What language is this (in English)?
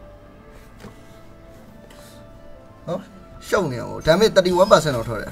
Burmese